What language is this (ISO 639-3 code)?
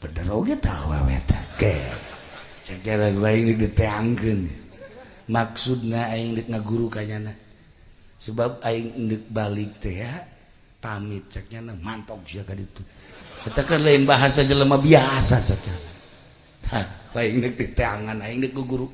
sun